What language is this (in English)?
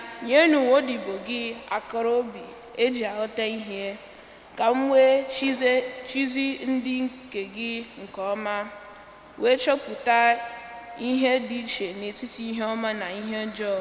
Igbo